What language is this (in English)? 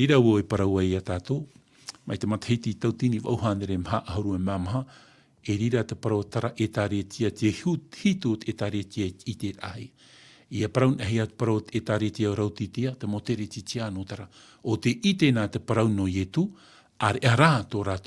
Tahitian